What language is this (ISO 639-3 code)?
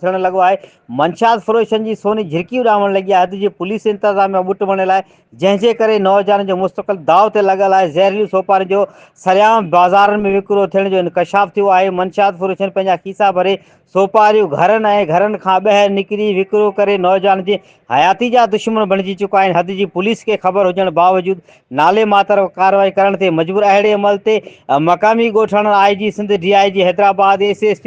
snd